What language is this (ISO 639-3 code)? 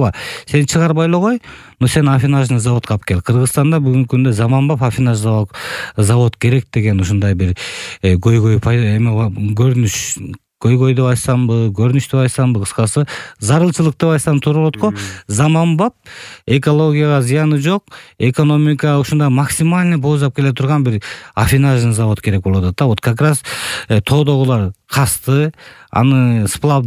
kir